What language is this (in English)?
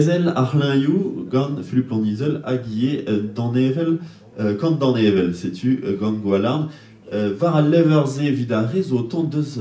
Breton